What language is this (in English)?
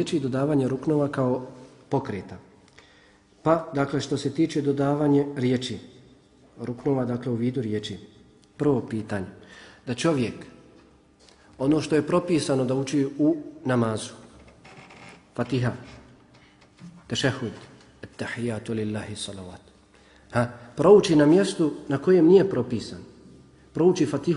Bosnian